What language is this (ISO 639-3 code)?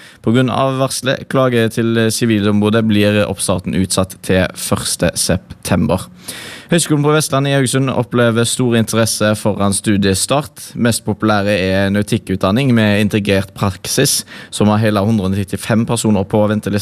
nor